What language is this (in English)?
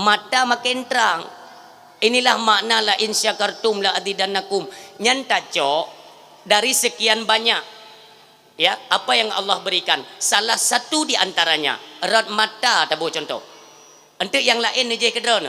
Achinese